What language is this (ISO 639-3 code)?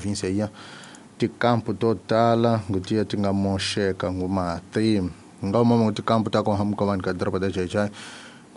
tso